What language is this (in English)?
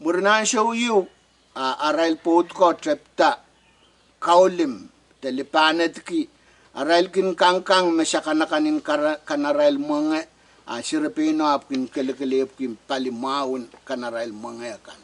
Pohnpeian